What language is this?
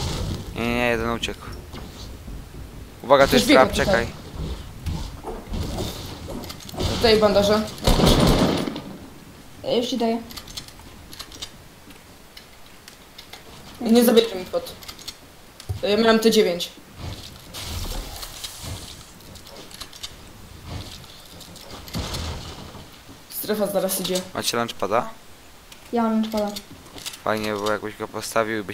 Polish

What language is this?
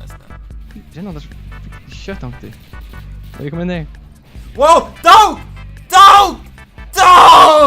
Faroese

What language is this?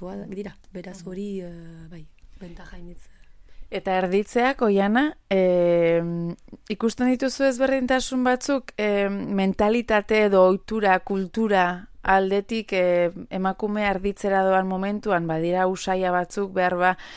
Basque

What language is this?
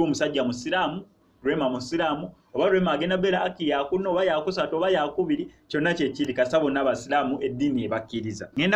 Ganda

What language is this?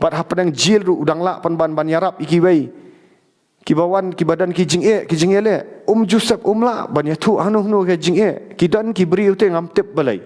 Khasi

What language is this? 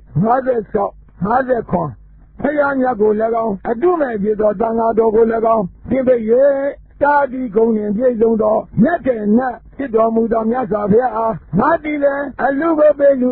Burmese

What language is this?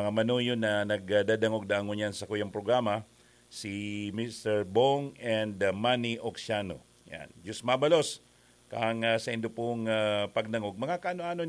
Bikol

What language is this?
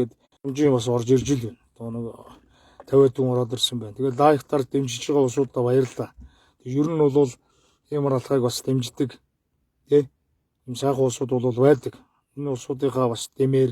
Mongolian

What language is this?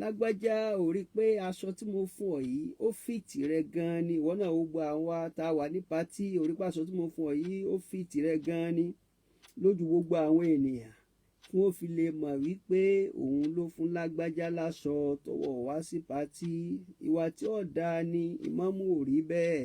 Yoruba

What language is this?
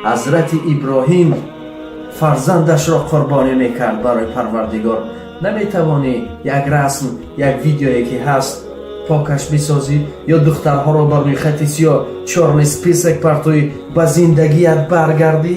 Tajik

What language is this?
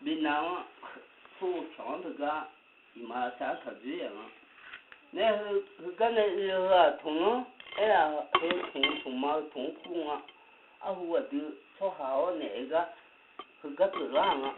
Akha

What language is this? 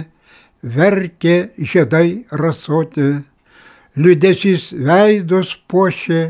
Lithuanian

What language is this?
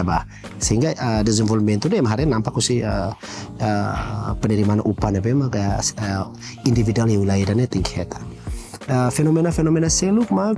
Tetum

